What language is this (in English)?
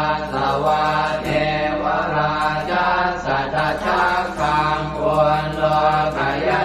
Pali